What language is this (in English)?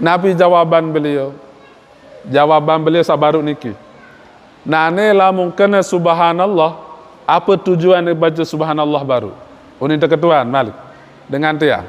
Sasak